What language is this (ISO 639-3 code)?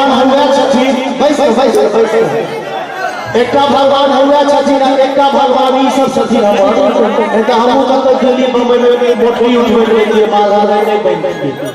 mai